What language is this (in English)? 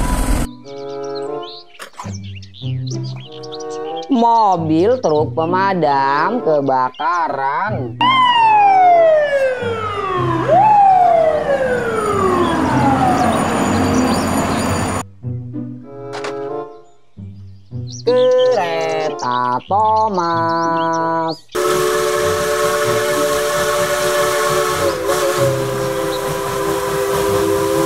Indonesian